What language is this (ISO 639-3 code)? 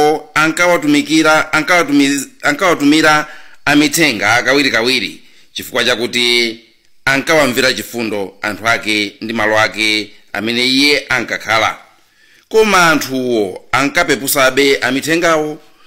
nya